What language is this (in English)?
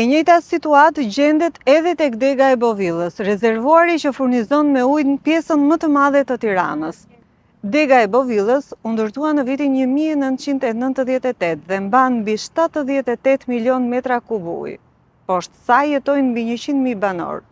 Albanian